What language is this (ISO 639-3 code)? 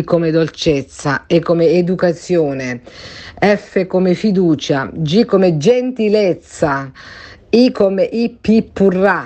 ita